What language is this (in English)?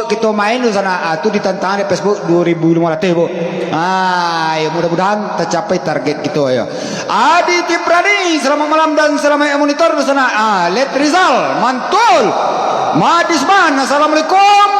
Minangkabau